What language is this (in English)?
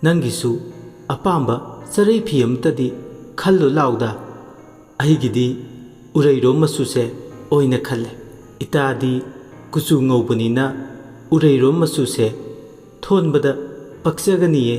Manipuri